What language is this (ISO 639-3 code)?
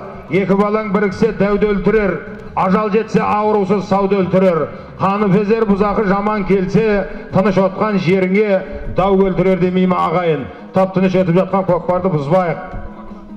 kaz